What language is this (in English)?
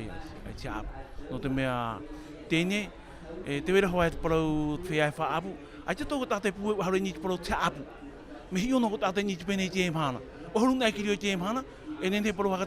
Tahitian